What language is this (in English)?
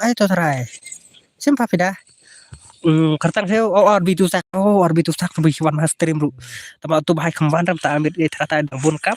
Khasi